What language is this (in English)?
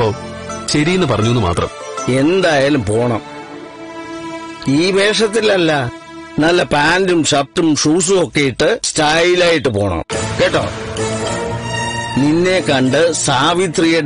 Malayalam